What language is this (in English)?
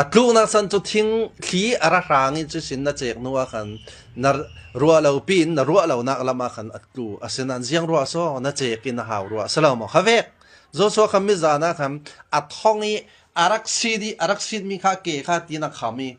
Falam Chin